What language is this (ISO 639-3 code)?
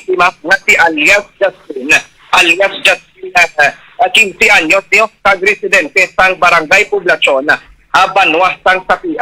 hil